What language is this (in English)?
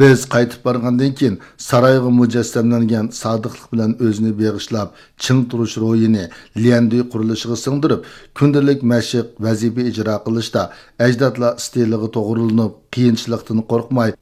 Uyghur